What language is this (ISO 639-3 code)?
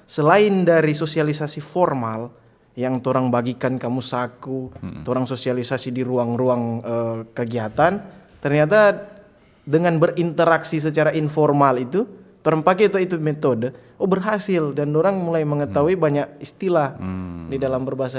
xmm